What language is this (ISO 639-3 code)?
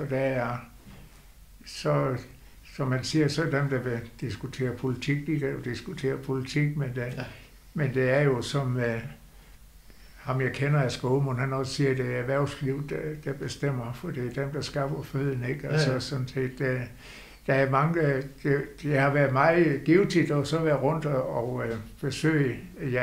dan